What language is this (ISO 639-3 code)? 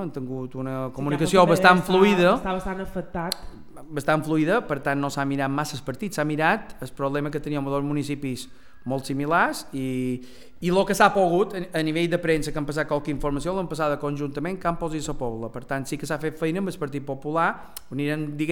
cat